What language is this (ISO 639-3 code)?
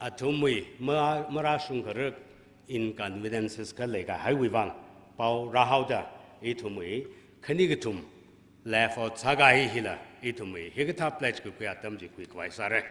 nmf